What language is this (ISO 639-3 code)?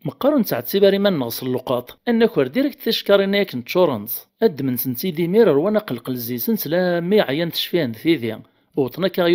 kab